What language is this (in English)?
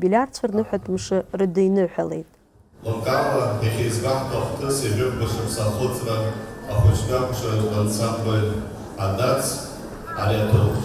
Abkhazian